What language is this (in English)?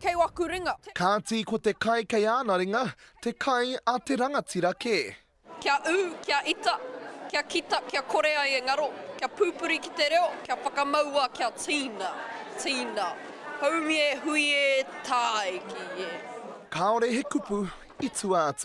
Māori